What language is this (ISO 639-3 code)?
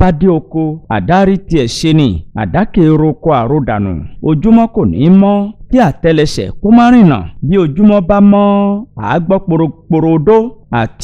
yor